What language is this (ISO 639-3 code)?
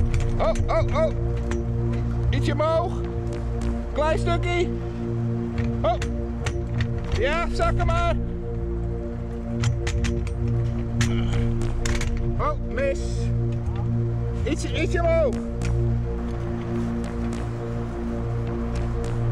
nld